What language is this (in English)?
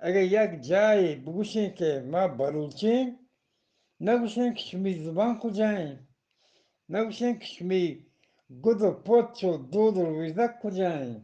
Eastern Balochi